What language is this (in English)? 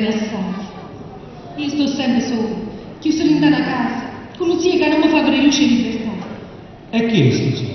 Neapolitan